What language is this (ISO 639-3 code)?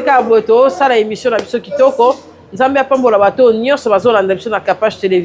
lin